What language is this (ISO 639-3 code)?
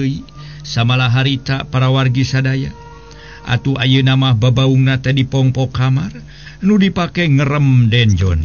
sun